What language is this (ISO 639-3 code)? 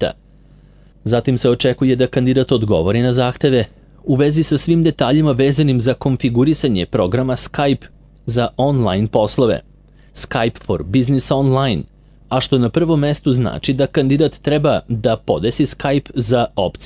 srp